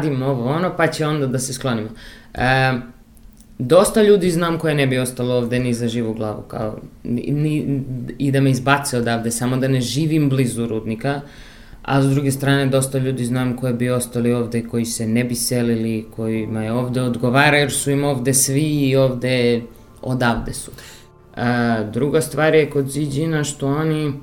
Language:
Serbian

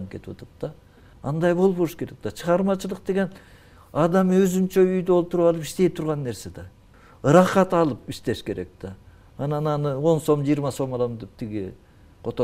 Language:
Kyrgyz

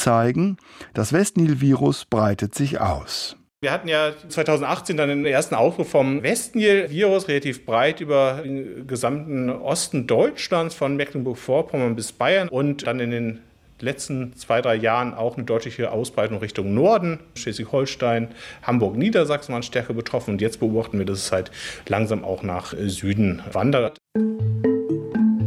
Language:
German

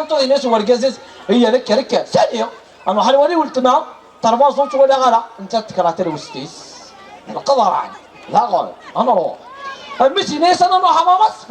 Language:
Kabyle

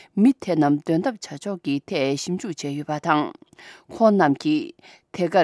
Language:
Tibetan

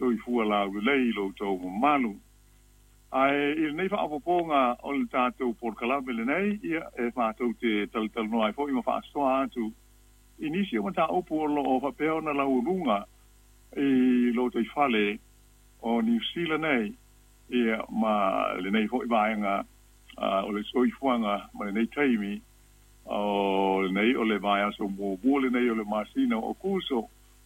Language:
Samoan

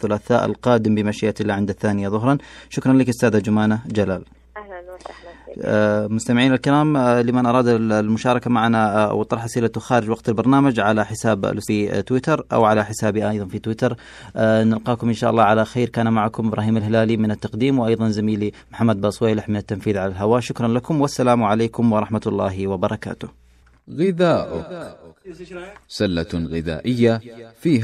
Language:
Najdi Arabic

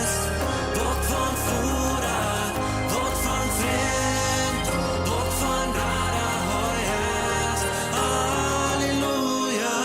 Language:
Plautdietsch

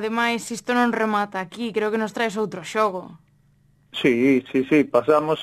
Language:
Galician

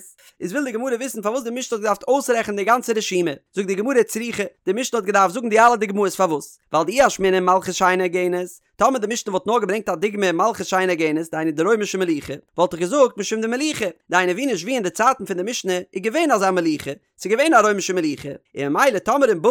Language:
Yiddish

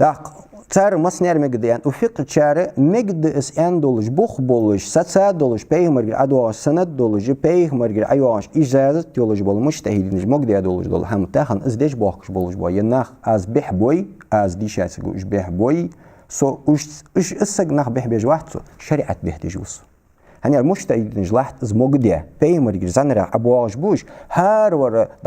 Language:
Ingush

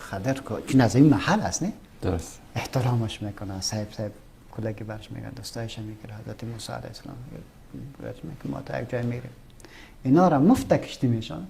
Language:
Persian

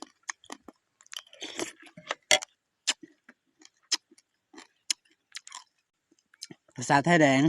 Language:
Lao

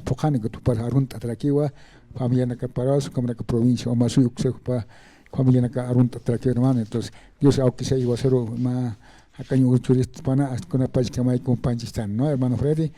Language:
Aymara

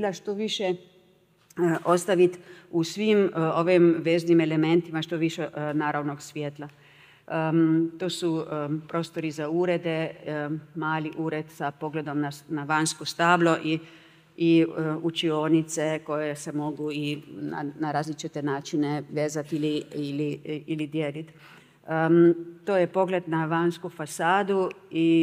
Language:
Croatian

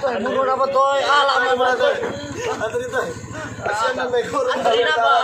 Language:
Betawi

